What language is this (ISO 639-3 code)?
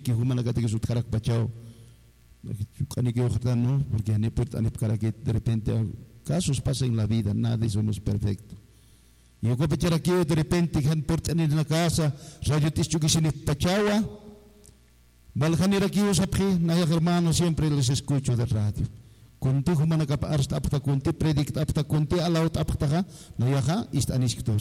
spa